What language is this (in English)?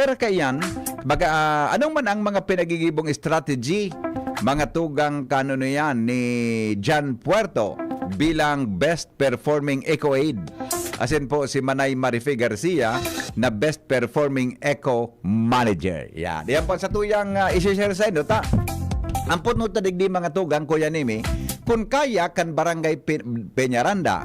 Bikol